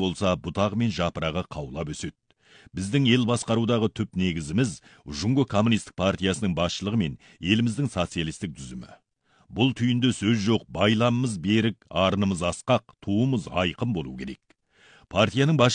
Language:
Kazakh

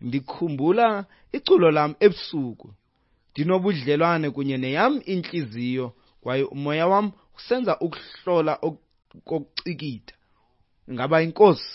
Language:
Xhosa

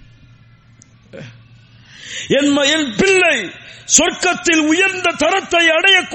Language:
Tamil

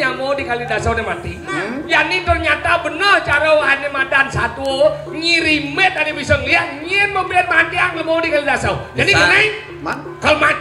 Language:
Balinese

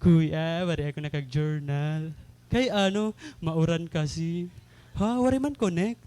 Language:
Waray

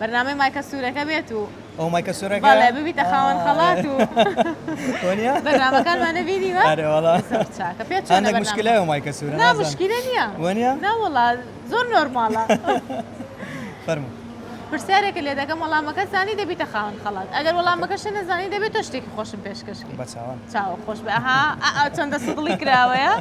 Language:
Central Kurdish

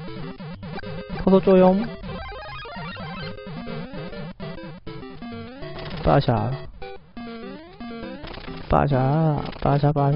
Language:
Korean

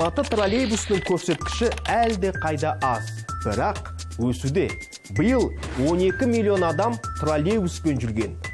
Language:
Kazakh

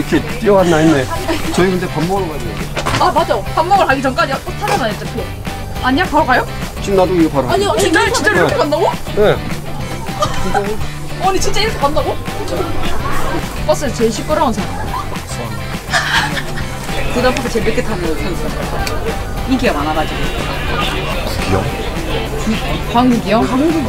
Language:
Korean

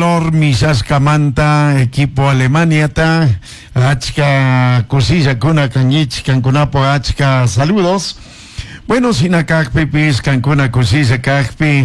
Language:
Chimborazo Highland Quichua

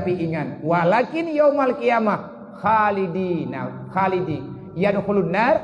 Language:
Achinese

